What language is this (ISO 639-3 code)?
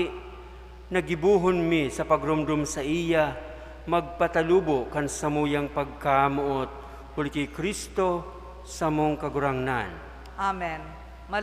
bik